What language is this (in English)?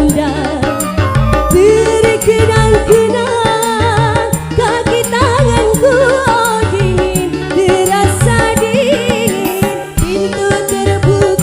Banjar